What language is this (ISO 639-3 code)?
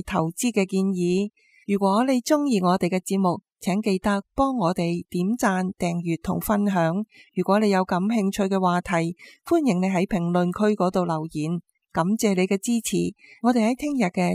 yue